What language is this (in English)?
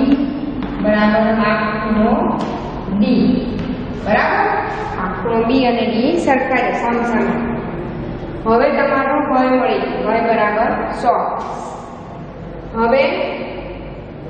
Gujarati